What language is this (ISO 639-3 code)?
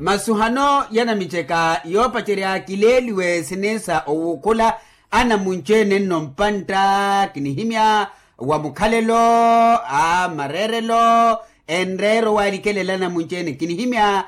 vmw